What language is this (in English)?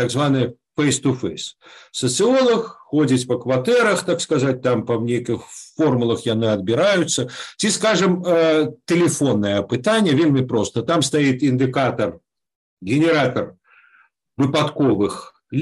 Belarusian